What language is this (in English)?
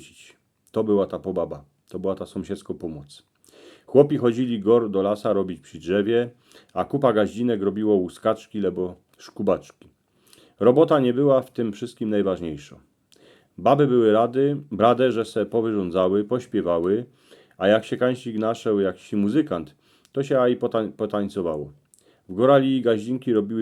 Silesian